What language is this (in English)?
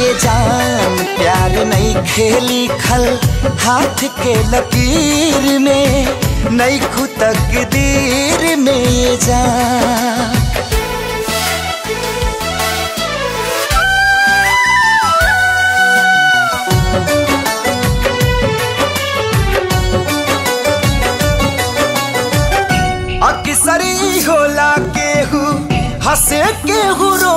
Bhojpuri